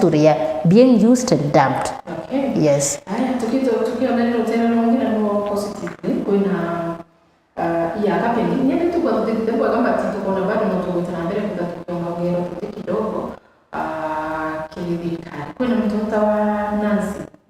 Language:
Meru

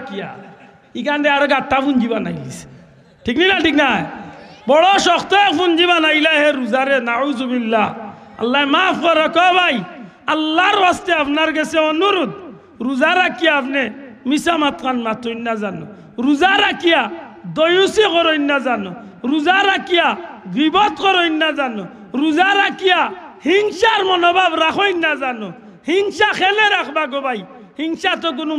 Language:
Sylheti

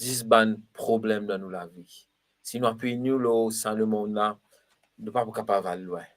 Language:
Morisyen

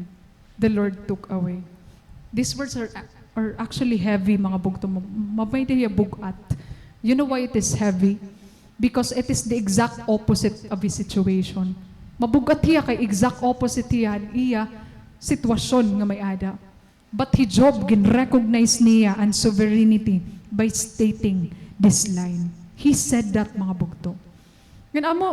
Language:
Waray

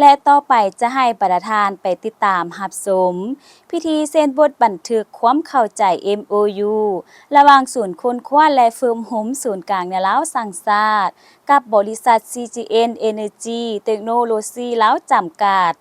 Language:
Lao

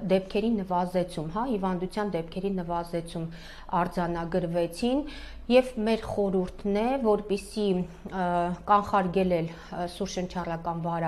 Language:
Armenian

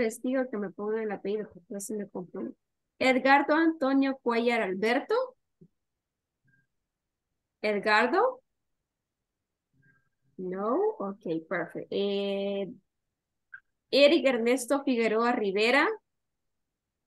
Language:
Spanish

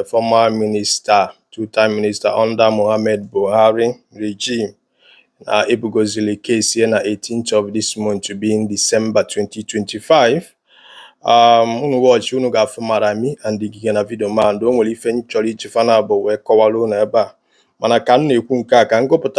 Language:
Igbo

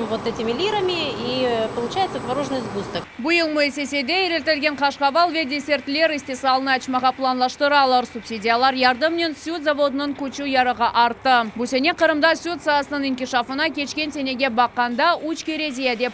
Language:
Crimean Tatar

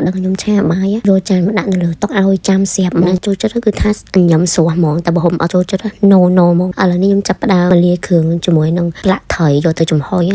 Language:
Khmer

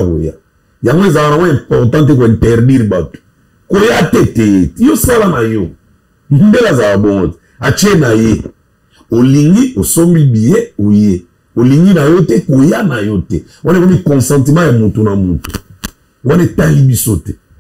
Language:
Lingala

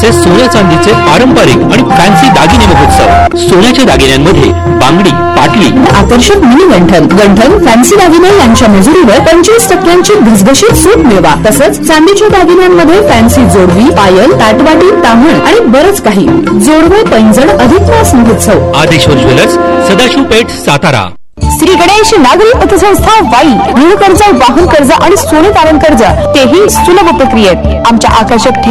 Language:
Marathi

